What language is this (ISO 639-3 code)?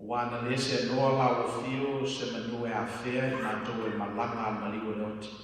smo